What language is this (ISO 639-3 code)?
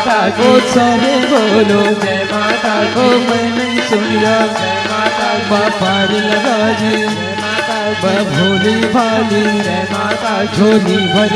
hne